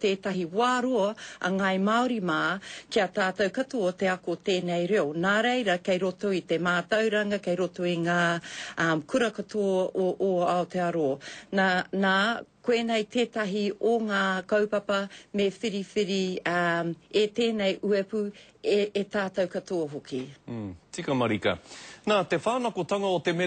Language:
Māori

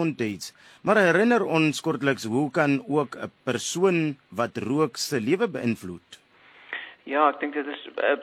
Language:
Afrikaans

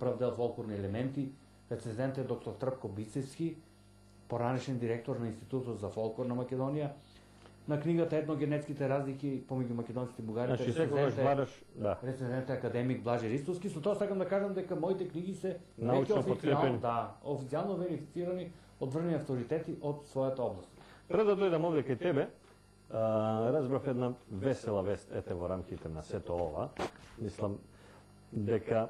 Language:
Macedonian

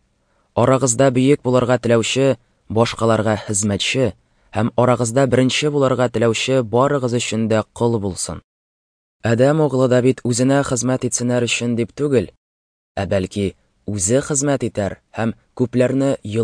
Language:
Tatar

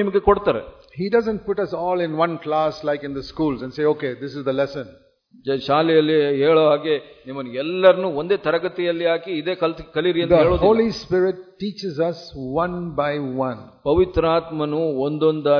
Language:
Kannada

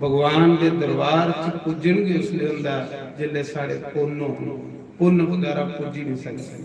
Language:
Dogri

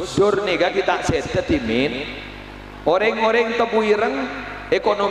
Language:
Madurese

